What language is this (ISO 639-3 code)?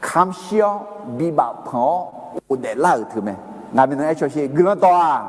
ahk